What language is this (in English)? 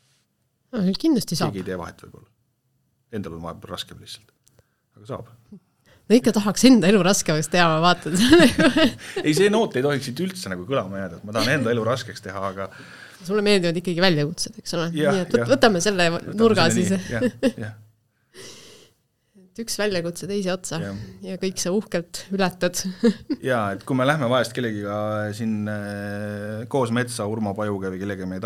Estonian